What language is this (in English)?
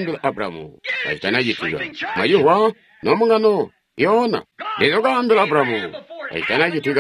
Tonga (Zambia)